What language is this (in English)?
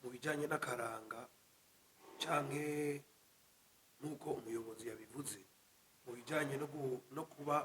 Rundi